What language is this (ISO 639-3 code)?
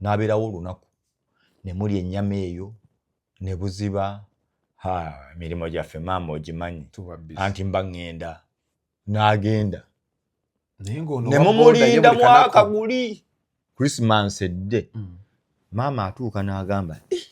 lug